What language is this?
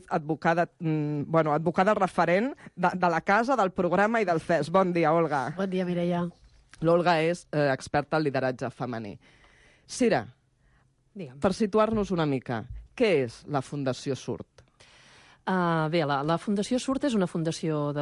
Catalan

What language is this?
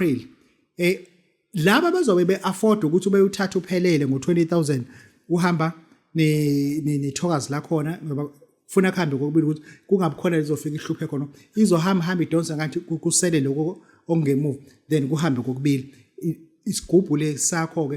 Zulu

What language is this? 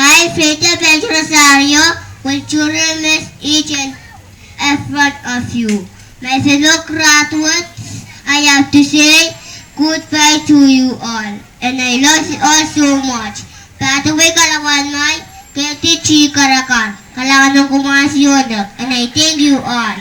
Pohnpeian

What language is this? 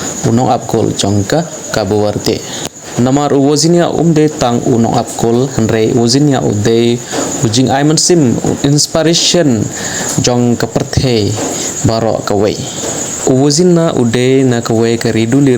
Khasi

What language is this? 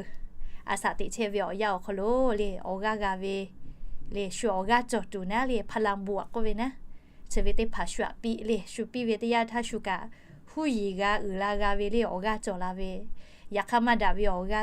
Lahu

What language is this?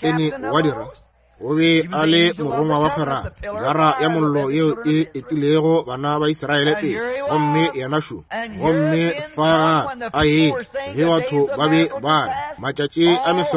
Northern Sotho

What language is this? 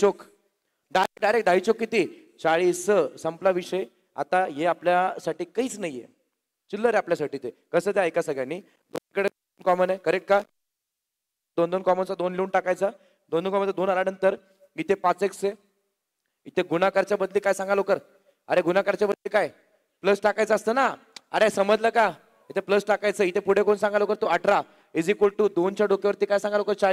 Marathi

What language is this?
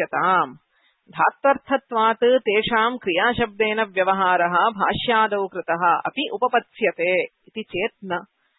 Sanskrit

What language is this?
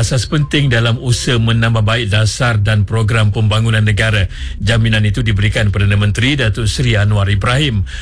Malay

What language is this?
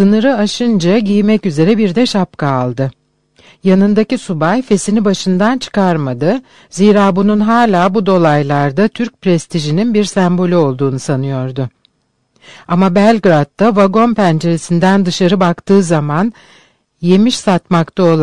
Turkish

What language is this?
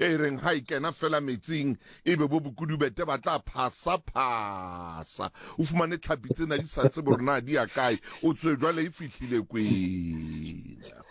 Southern Sotho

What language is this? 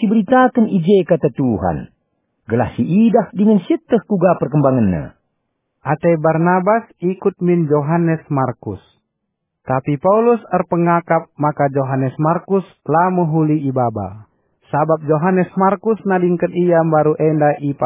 Batak Karo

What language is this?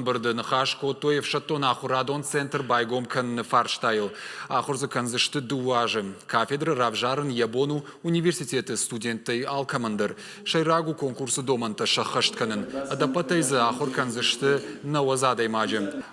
Ossetic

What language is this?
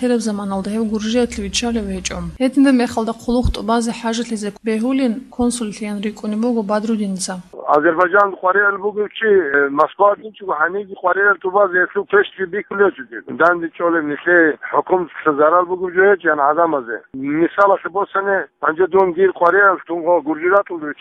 Avaric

